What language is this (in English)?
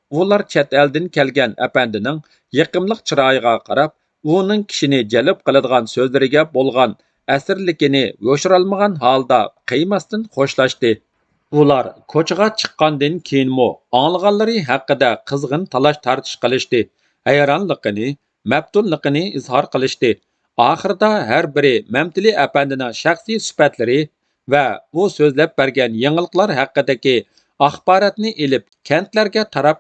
Uyghur